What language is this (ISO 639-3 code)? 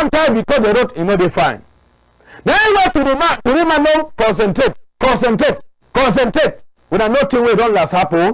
wes